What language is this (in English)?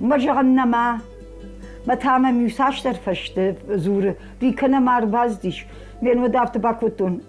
Ossetic